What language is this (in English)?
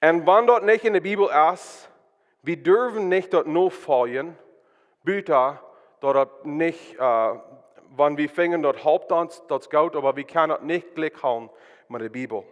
Plautdietsch